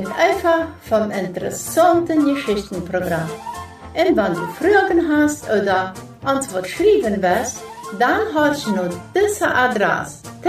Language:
Plautdietsch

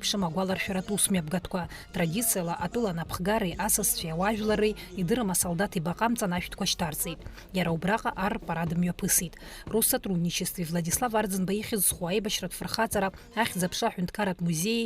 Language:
Abkhazian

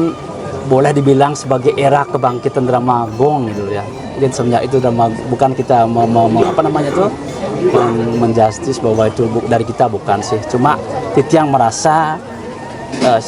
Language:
Balinese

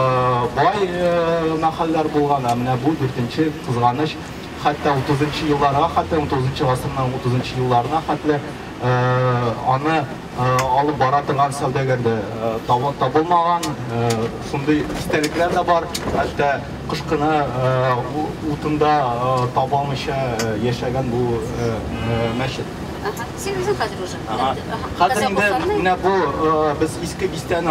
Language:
Tatar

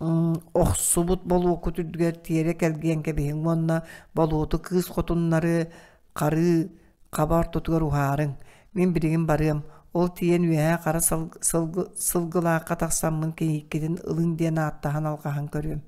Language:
Yakut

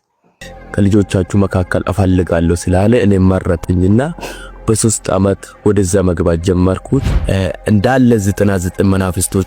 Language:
Amharic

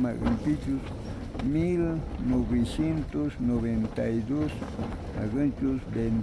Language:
South Bolivian Quechua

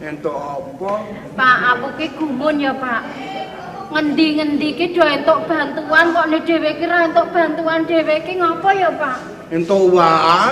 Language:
Javanese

